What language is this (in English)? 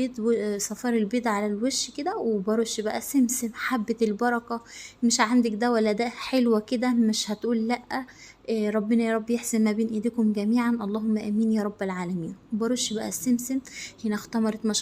Egyptian Arabic